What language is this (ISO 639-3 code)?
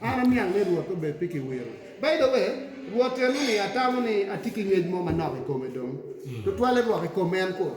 ach